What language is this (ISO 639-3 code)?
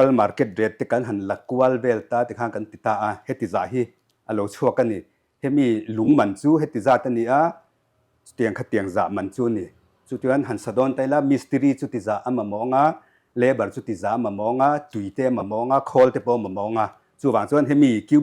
lus